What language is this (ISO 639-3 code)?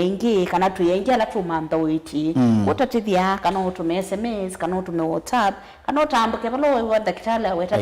kam